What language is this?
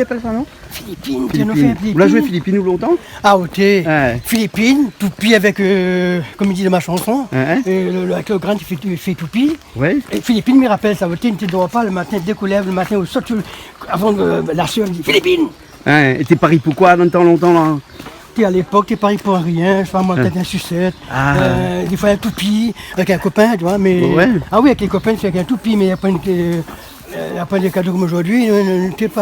Réunion Creole French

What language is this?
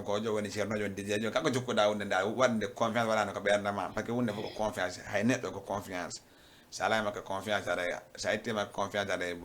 Fula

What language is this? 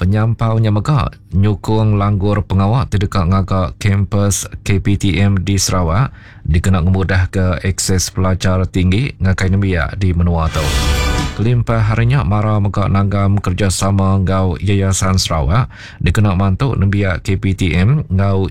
Iban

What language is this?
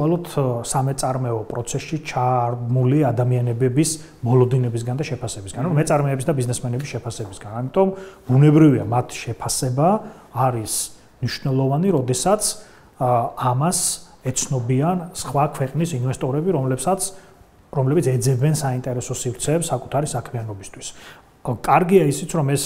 Georgian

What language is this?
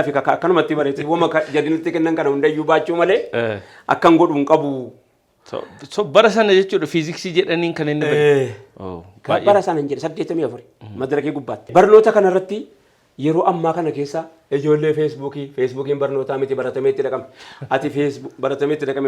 Oromo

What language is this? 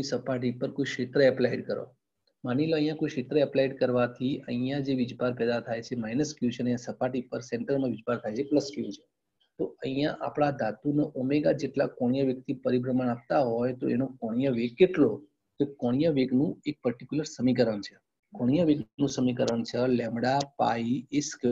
Gujarati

